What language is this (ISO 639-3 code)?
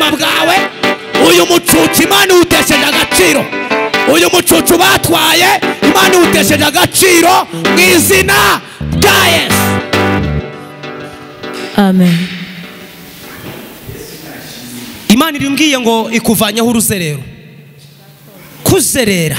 kin